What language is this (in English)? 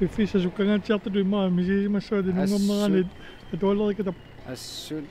Kalaallisut